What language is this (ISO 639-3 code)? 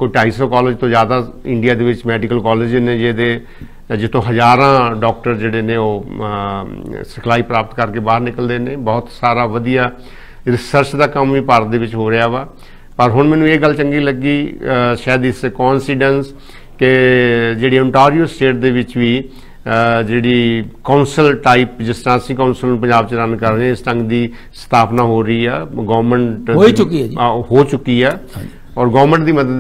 pan